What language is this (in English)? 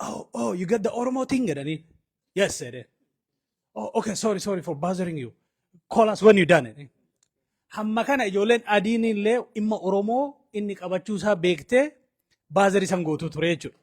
Oromo